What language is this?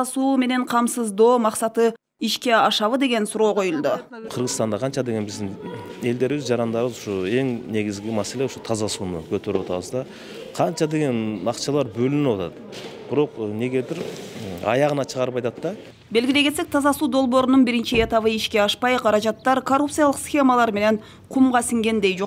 Kyrgyz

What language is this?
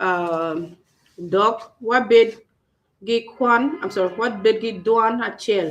Acoli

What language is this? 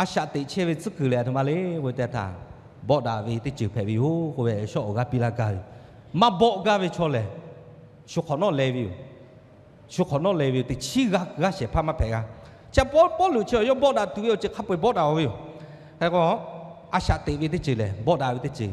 Lahu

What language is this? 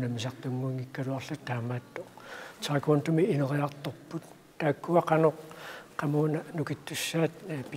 Kalaallisut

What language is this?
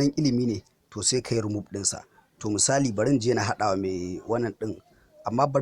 Hausa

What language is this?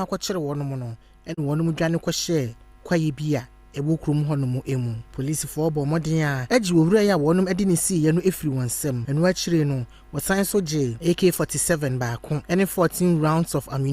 Akan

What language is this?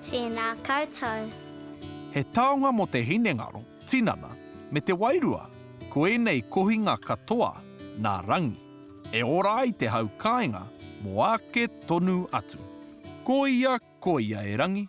Māori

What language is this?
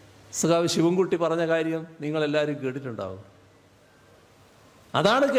Malayalam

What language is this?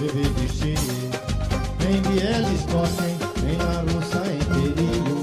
Esperanto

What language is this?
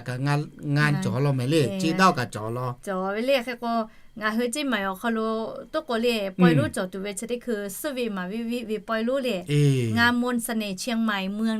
Lahu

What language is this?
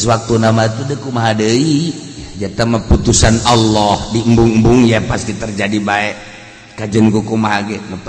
Sundanese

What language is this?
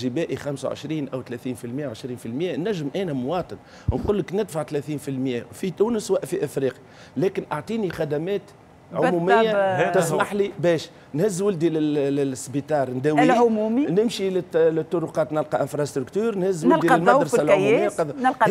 Tunisian Arabic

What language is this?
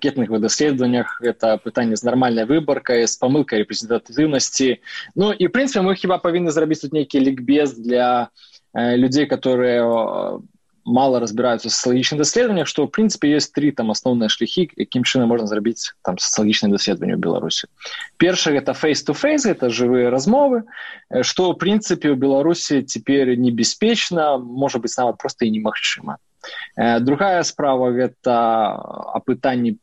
Belarusian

